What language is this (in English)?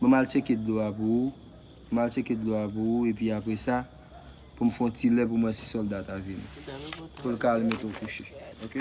Haitian Creole